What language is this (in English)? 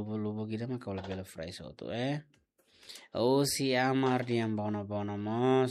Tetum